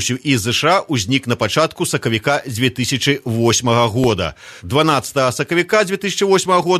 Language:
Belarusian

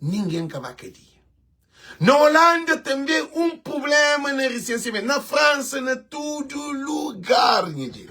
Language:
Kabuverdianu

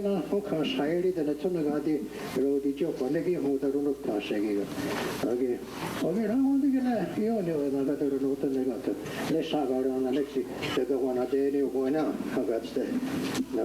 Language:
Mohawk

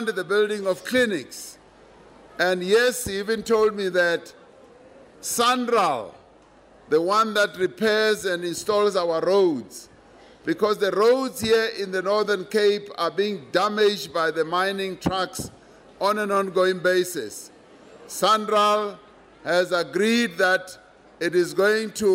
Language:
English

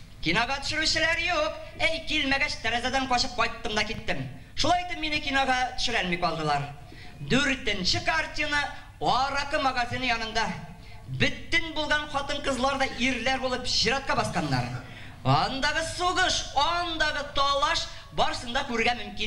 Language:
Bashkir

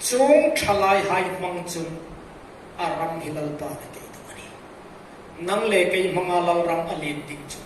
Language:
Hmar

